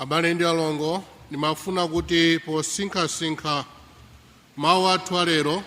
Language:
Nyanja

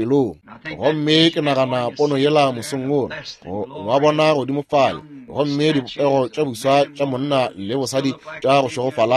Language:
Northern Sotho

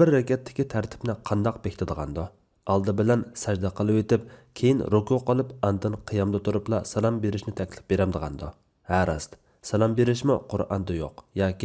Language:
Uyghur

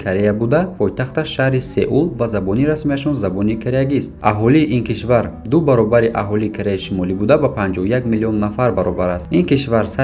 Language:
Tajik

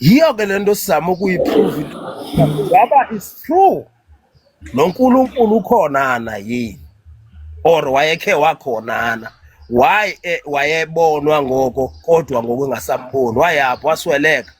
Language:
Zulu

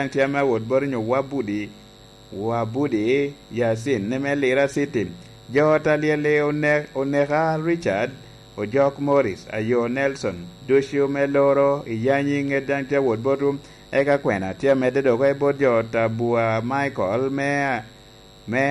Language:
Lango (Uganda)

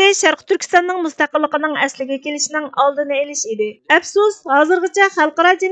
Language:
Uyghur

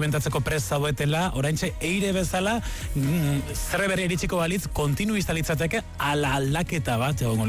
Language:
Basque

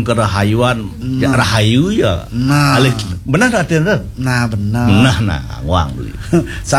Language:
Balinese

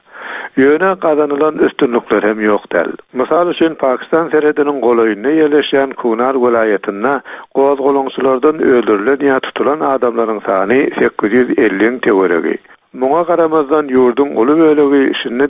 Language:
Turkmen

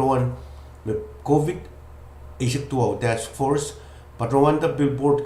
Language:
Pohnpeian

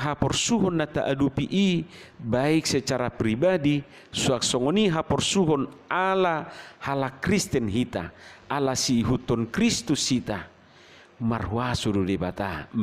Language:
Batak Toba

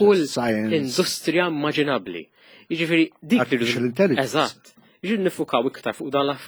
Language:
Maltese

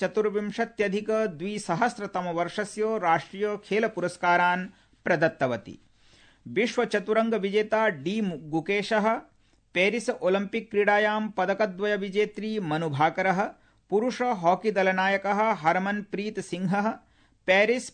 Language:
Sanskrit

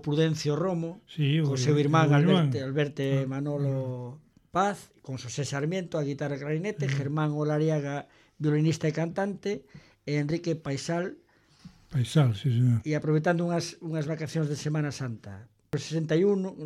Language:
Galician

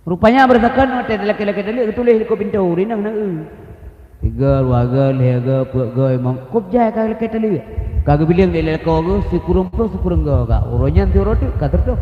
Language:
Achinese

